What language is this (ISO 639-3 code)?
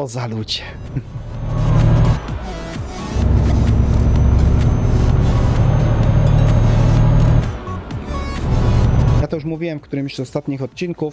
pol